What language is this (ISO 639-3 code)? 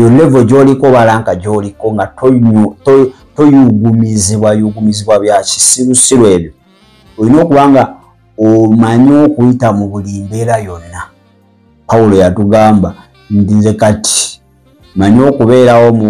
lug